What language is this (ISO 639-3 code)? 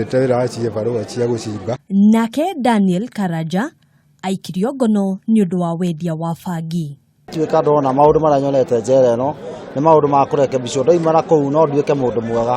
kik